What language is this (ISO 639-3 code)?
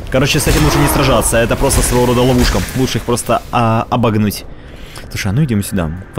rus